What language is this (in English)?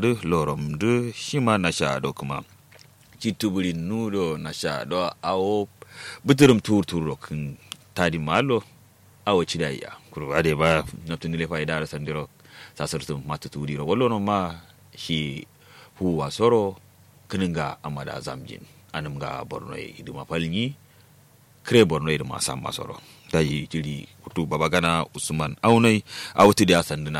Kanuri